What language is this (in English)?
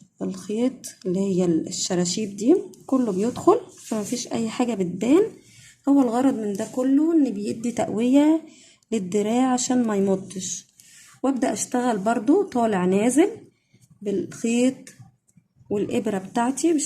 Egyptian Arabic